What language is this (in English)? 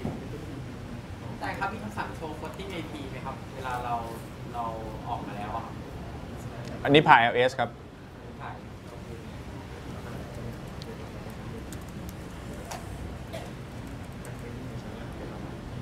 Thai